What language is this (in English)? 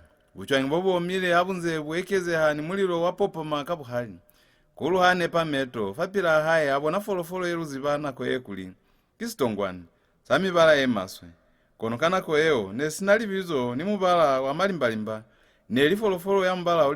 Lozi